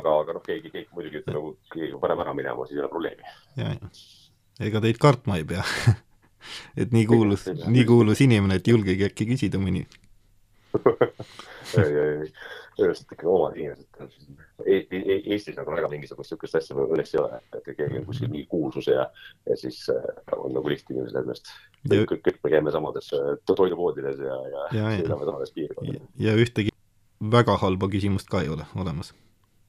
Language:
Estonian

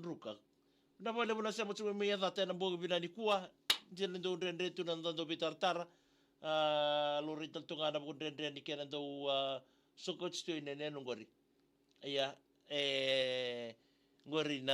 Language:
Fijian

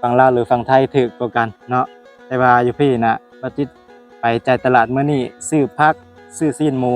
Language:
Lao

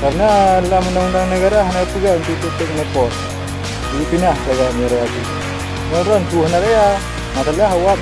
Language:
Achinese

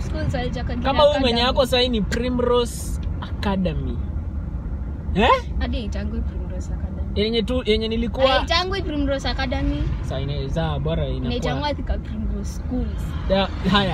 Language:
Swahili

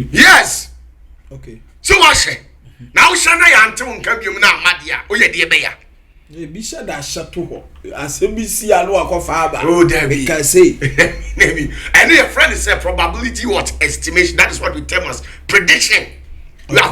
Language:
Akan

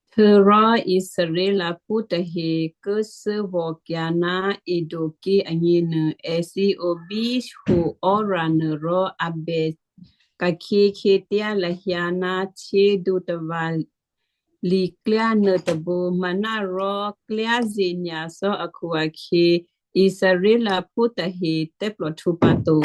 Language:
Western Kayah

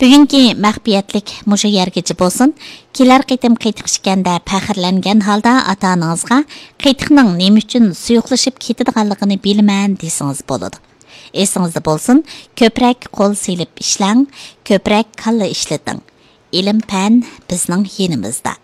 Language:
Uyghur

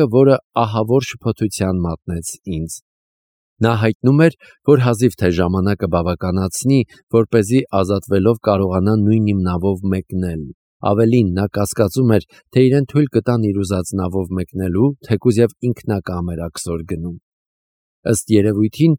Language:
Armenian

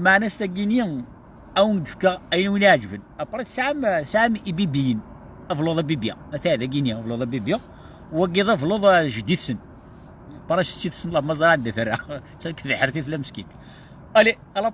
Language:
Kabyle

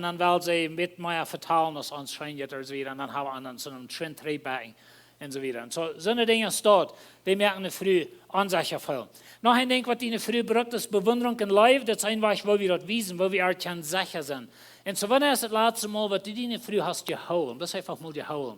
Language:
Plautdietsch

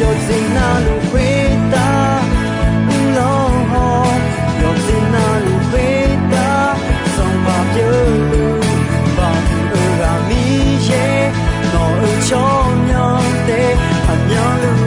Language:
Akha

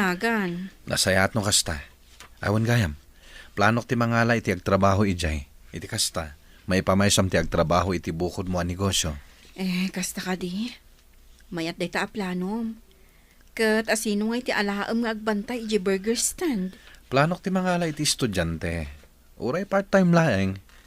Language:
Iloko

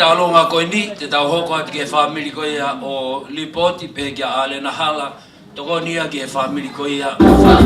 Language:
Tongan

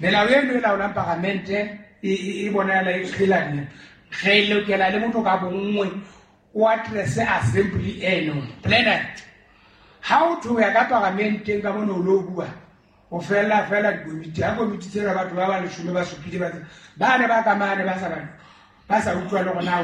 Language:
Southern Sotho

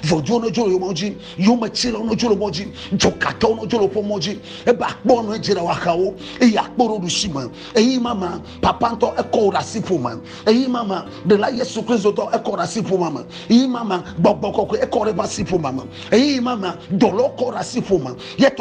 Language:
Ewe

